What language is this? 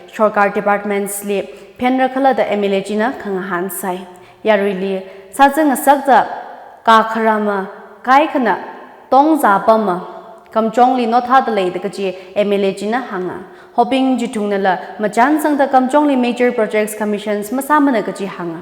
Tangkhul Naga (India)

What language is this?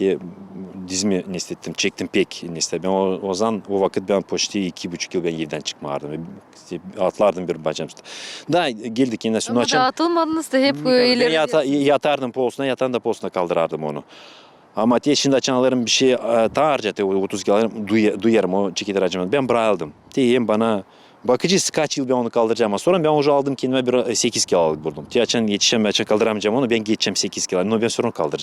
Gagauz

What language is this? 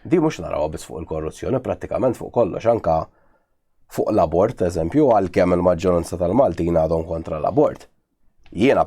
Maltese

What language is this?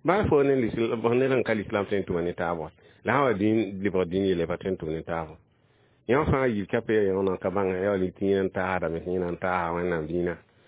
Mossi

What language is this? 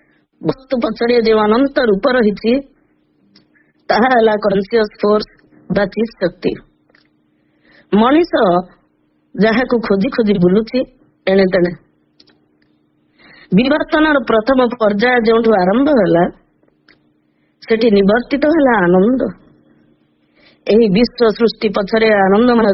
Odia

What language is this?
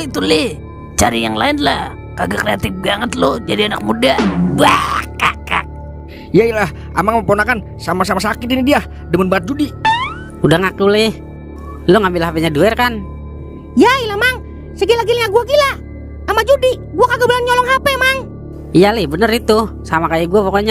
Betawi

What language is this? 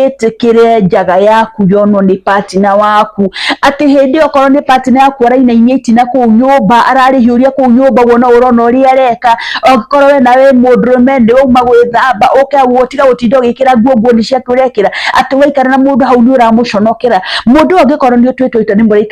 Kikuyu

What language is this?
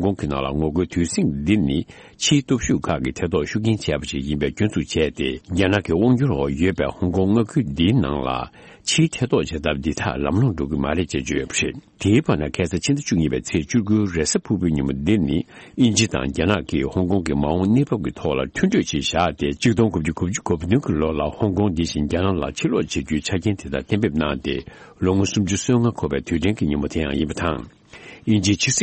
Tibetan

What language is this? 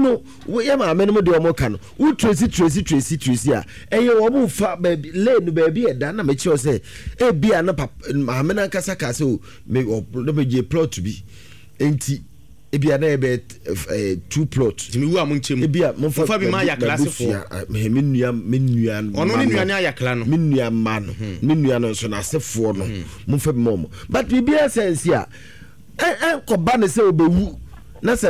Akan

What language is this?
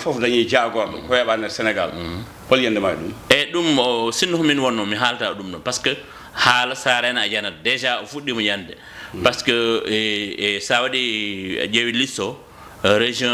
Fula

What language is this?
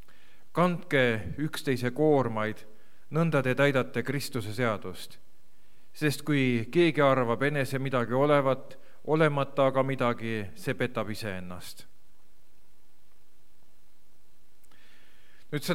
Estonian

